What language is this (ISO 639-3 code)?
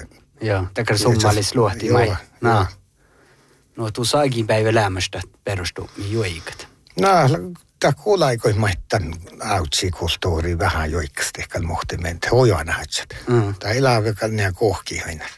sme